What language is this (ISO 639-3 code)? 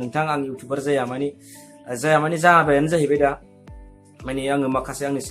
brx